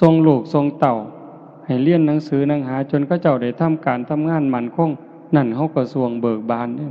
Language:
Lao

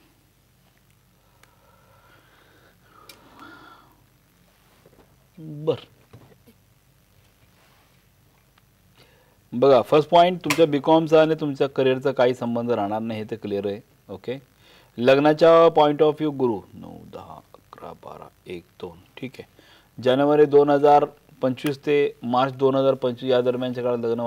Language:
Marathi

